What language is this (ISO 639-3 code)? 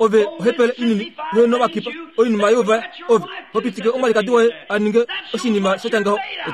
kua